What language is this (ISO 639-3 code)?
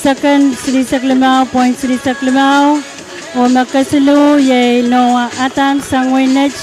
pon